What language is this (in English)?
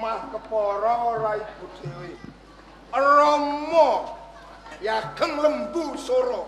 Javanese